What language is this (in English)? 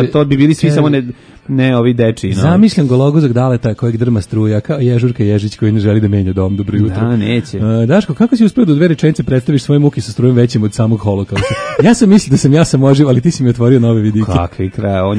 Serbian